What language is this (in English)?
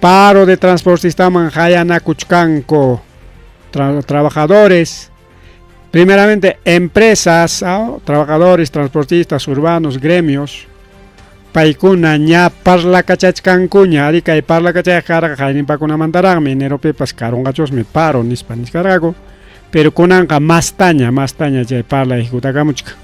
Ayacucho Quechua